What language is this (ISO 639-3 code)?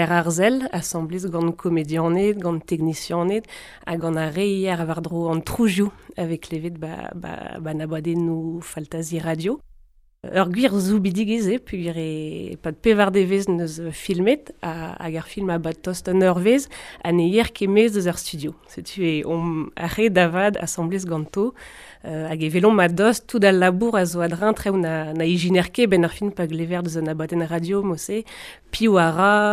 bre